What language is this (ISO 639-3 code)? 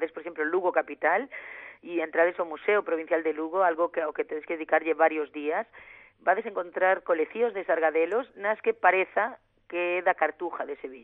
glg